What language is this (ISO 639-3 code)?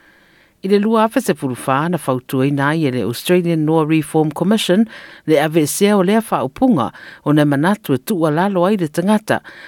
smo